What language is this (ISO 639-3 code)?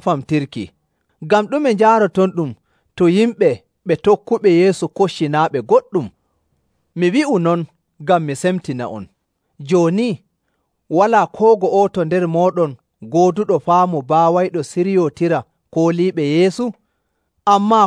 fuv